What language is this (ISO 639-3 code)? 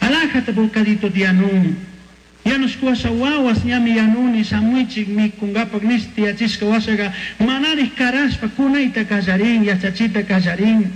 qug